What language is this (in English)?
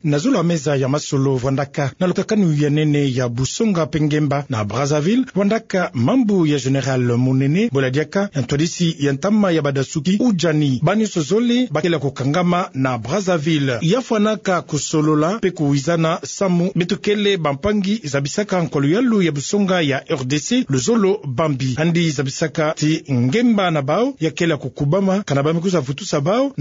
Kituba (Democratic Republic of Congo)